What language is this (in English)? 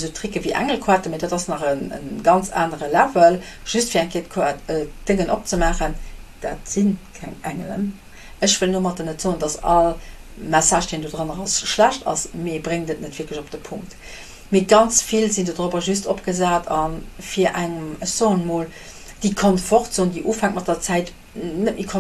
Luxembourgish